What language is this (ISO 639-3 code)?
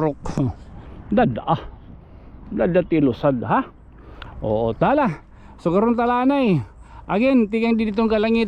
war